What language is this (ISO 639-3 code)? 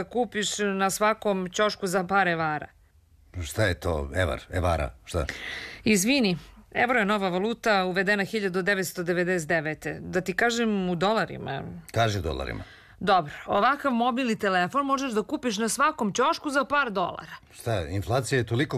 srp